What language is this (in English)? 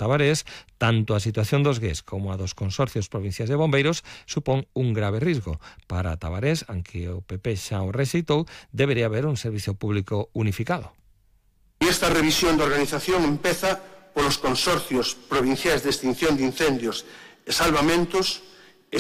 Galician